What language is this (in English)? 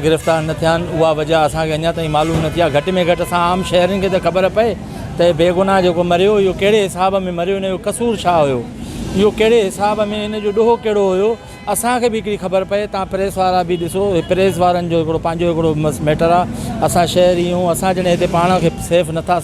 Sindhi